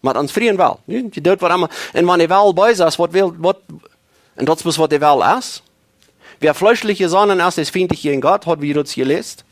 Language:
Plautdietsch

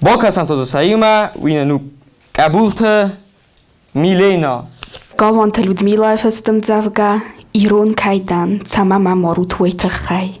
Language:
Ossetic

